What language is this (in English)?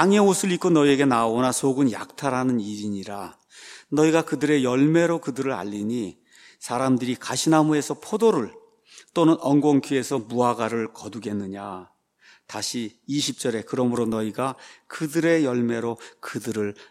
Korean